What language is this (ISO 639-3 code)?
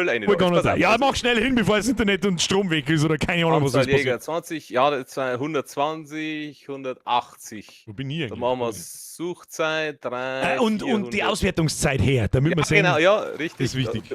bar